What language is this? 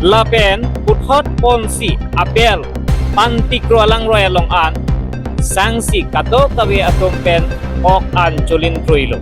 Karbi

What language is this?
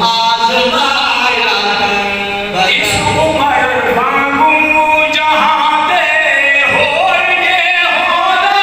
Saraiki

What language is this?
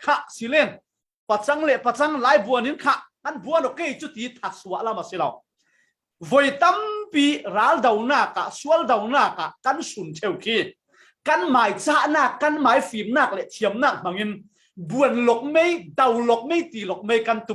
Falam Chin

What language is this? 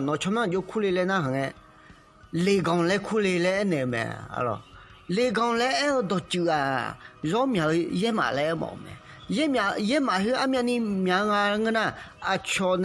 Akha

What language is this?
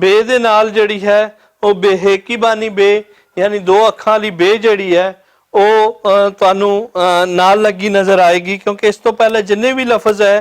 Western Panjabi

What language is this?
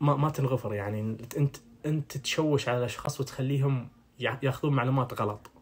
Najdi Arabic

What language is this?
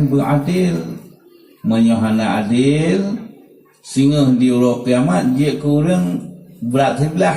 Achinese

